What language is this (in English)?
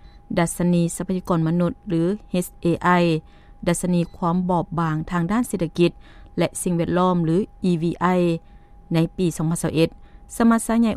Lao